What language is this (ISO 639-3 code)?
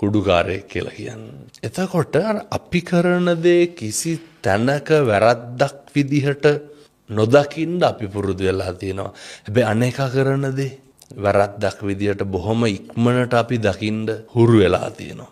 sin